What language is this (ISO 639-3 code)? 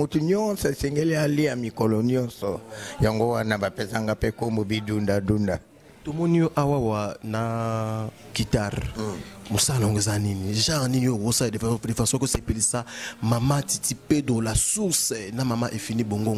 lin